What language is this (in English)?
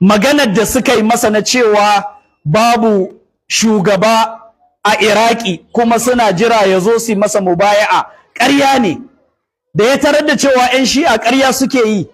Hausa